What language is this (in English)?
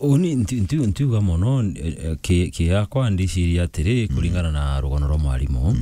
Meru